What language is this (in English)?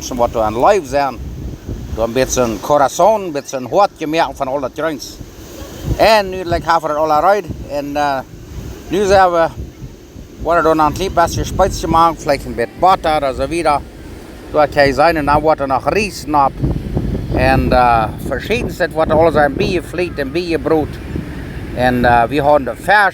Plautdietsch